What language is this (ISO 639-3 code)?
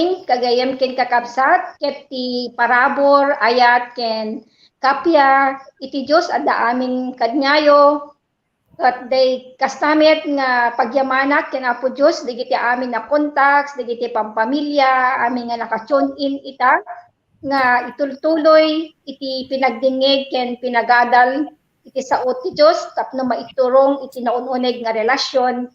ilo